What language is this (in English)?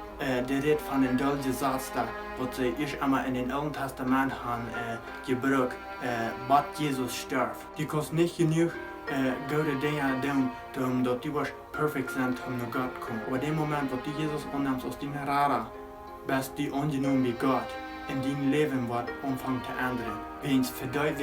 Plautdietsch